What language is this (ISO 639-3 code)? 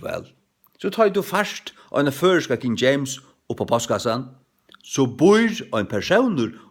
fao